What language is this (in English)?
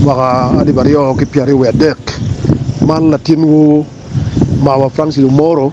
Acoli